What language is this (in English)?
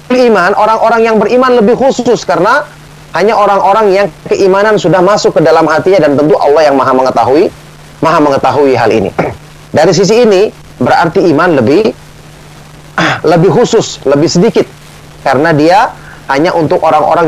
Indonesian